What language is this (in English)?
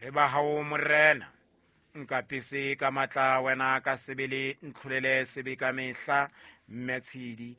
Southern Sotho